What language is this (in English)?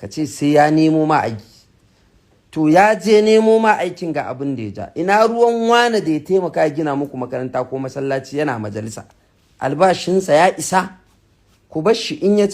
Hausa